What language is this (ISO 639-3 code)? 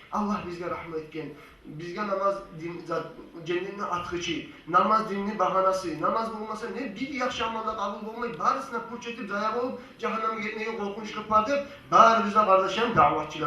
kum